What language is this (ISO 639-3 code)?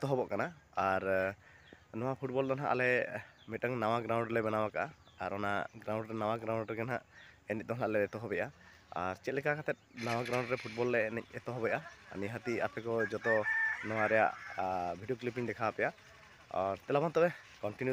sat